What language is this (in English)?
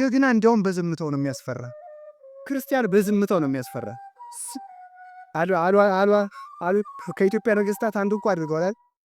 Amharic